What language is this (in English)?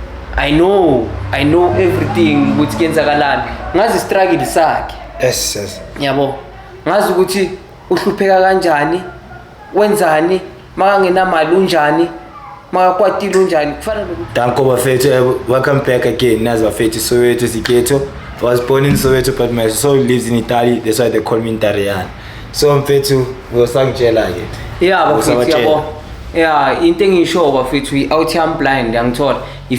Zulu